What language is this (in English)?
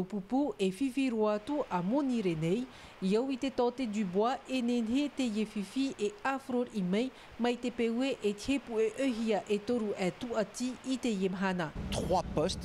Tahitian